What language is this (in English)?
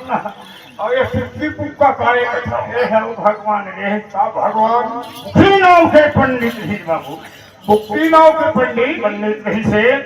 Chhattisgarhi